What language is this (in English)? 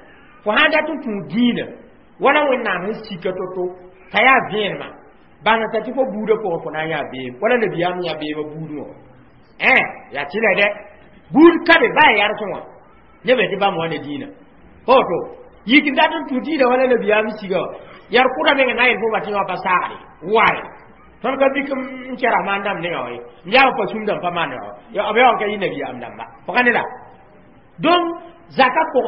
Mossi